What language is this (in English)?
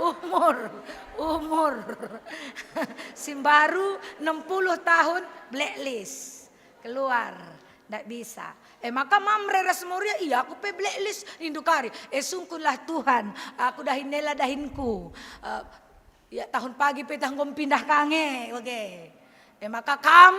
Batak Karo